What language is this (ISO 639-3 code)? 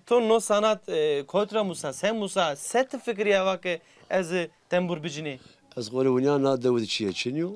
zza